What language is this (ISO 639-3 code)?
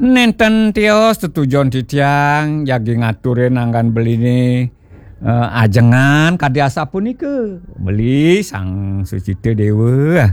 ban